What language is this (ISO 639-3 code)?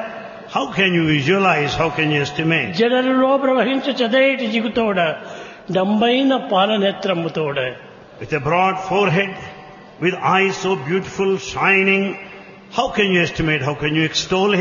tel